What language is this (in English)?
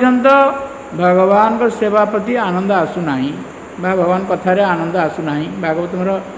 Odia